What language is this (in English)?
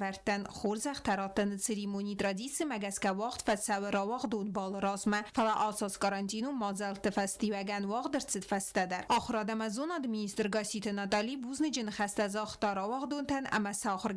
Ossetic